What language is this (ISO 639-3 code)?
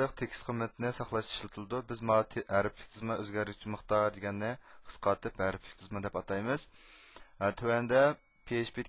uig